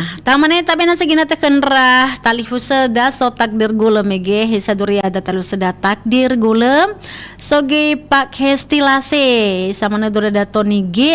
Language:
Nias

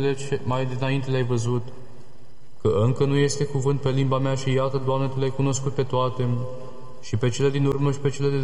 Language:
Romanian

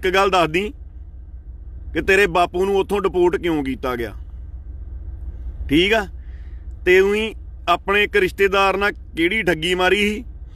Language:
Punjabi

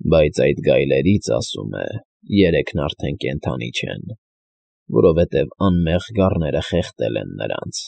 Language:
Armenian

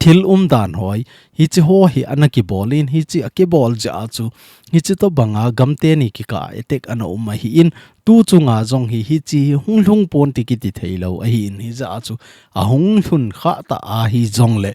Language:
Thado Chin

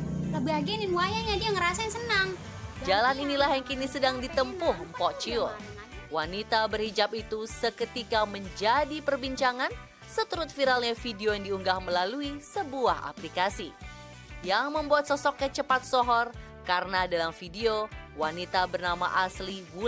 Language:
Betawi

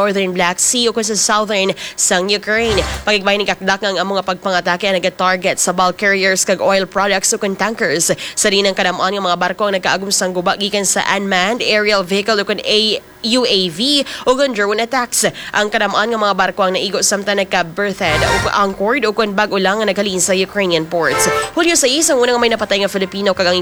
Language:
Hiligaynon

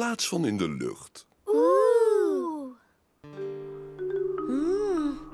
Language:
Dutch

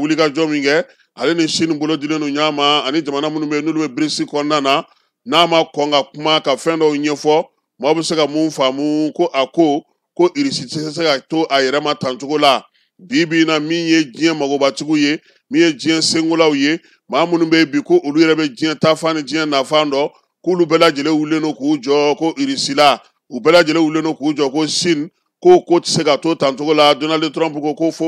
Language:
Bambara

